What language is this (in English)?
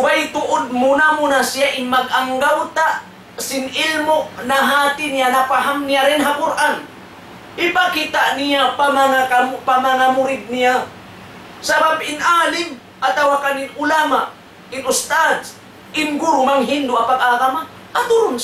Tausug